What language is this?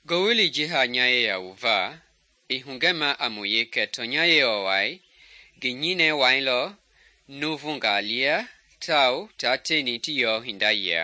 Mende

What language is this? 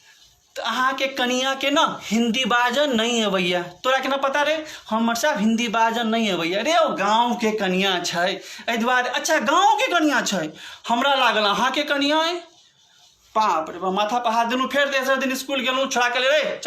Maithili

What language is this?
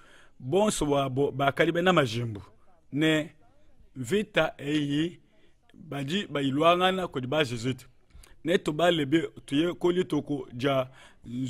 Luba-Lulua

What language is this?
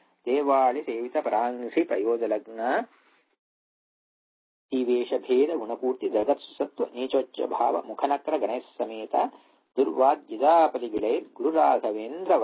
Kannada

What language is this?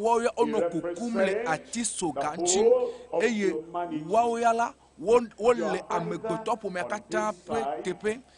Ewe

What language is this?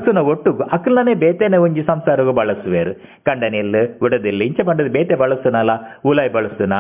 Tulu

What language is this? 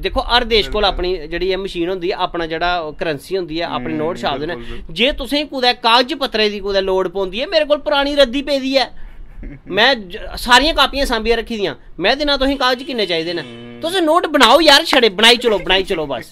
Dogri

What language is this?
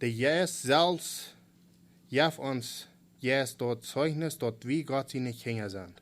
Plautdietsch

